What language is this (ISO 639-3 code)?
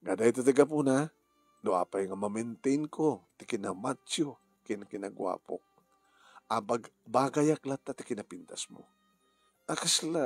ilo